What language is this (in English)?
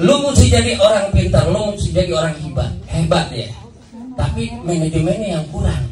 Betawi